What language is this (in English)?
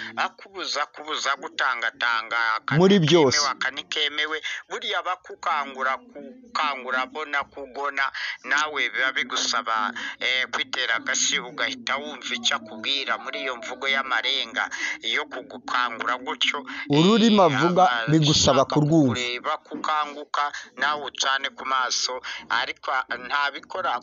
Kinyarwanda